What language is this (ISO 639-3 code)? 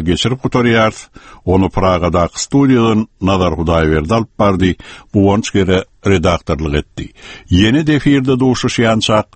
tuk